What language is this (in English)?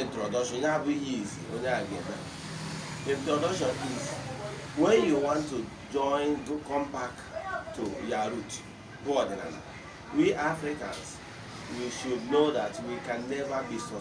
Igbo